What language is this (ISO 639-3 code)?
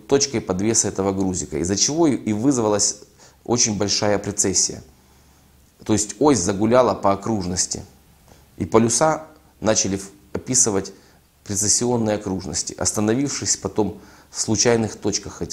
rus